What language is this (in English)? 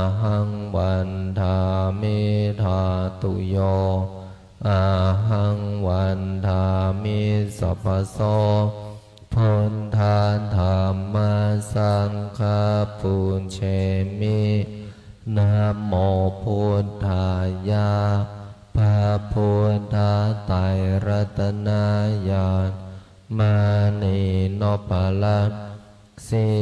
Pali